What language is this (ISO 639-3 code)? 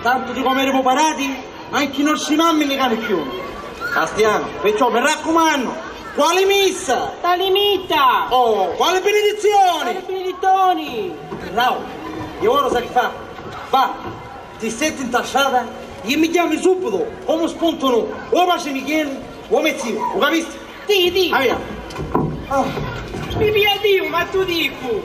scn